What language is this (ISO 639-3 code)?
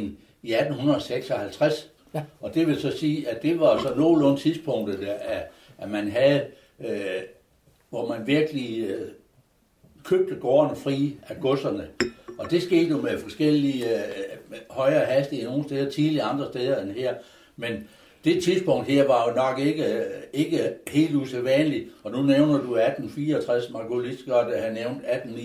dan